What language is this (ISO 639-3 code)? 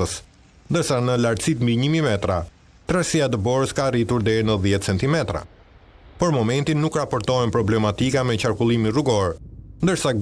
sqi